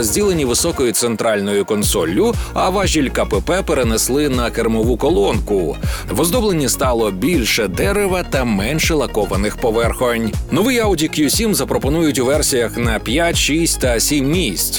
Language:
Ukrainian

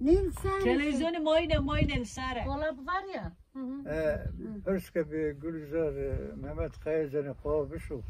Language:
Kurdish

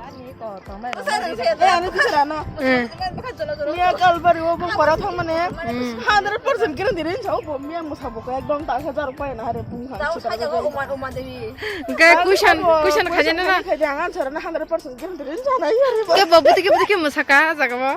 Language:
Kok Borok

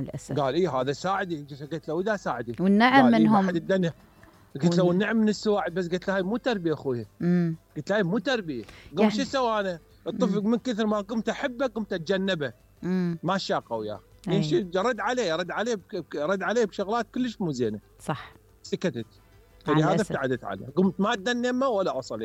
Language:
Mesopotamian Arabic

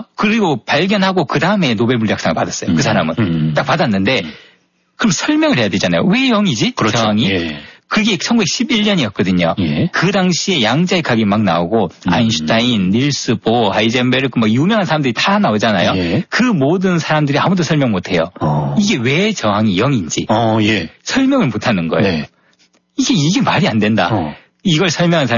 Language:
Korean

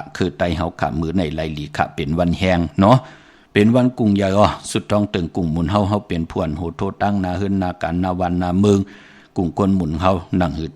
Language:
Shan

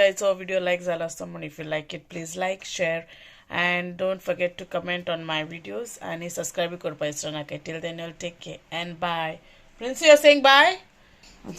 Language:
Konkani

